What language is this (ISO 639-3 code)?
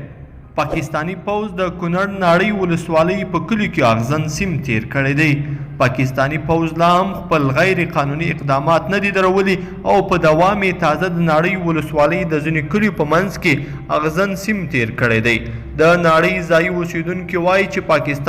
pus